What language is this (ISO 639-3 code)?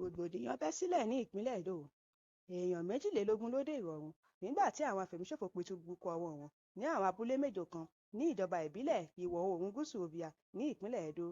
yor